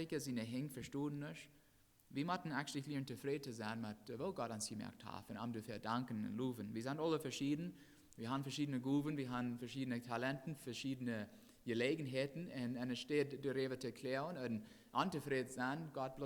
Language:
Plautdietsch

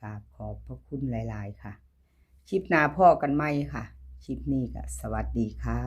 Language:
Northeastern Thai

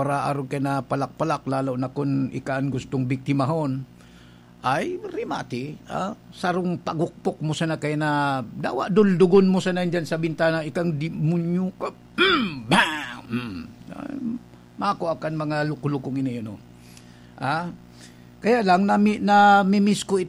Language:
Bikol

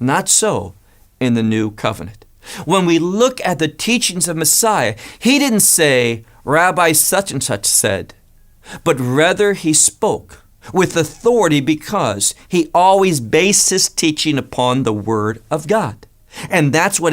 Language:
English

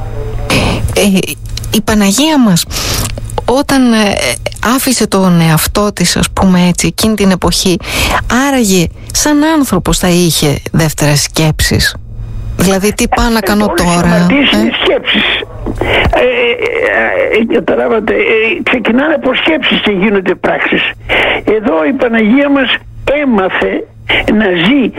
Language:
Greek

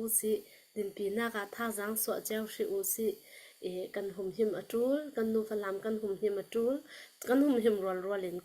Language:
Hakha Chin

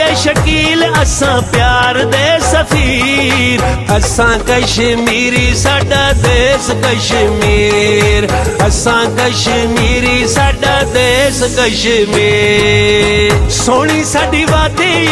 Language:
Pahari-Potwari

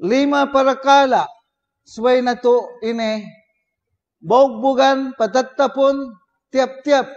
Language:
Tausug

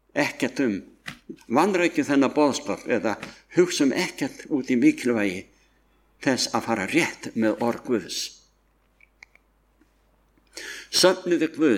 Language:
Icelandic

